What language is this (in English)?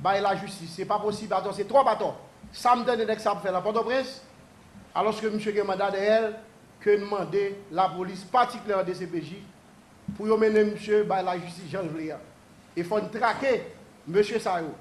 Haitian Creole